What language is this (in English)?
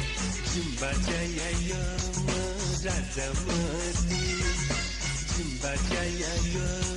Newari